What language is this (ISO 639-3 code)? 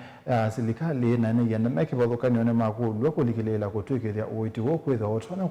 kam